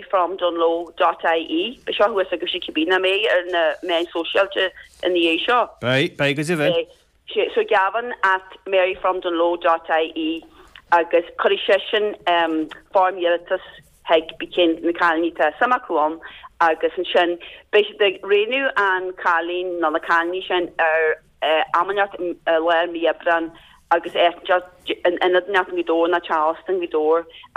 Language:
Irish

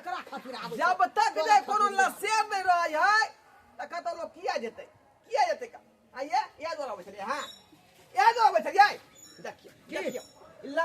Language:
Maithili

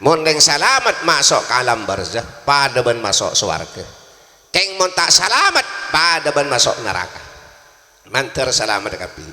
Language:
Madurese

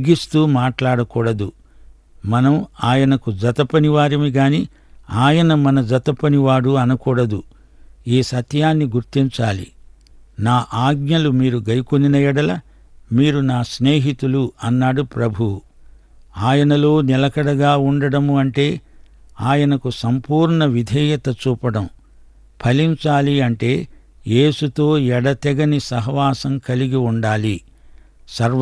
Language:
Telugu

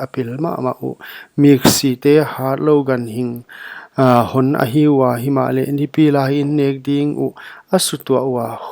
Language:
Paite Chin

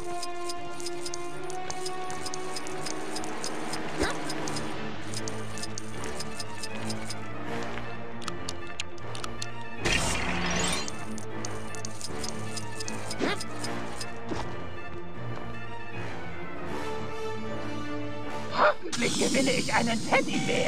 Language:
German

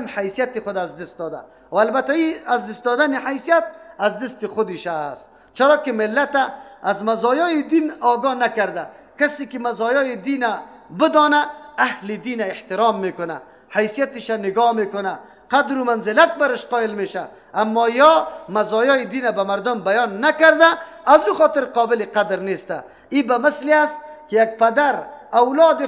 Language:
Persian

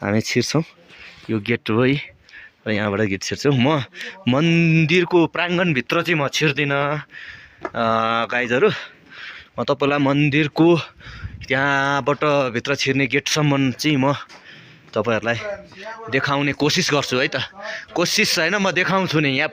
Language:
Nepali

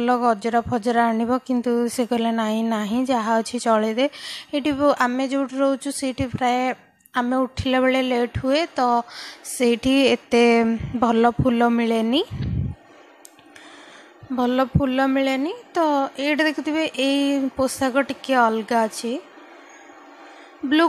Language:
Odia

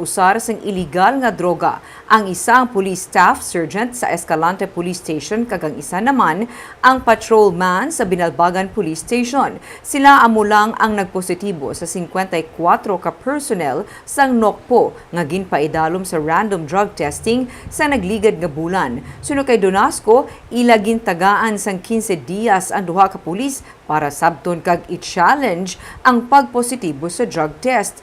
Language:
Hiligaynon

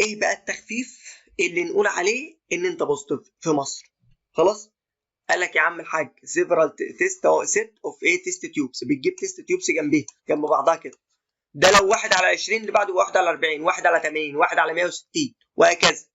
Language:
Egyptian Arabic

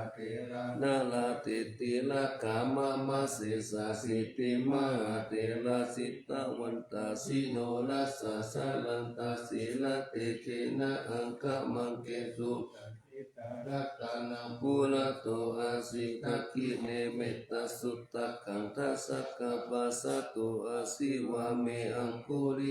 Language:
Pali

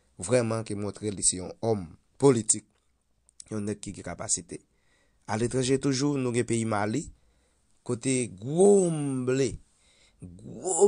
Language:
Haitian Creole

